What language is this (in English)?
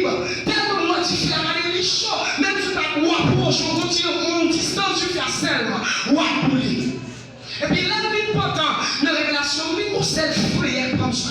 Haitian Creole